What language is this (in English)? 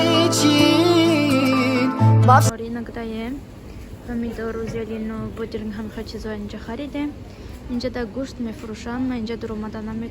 Tajik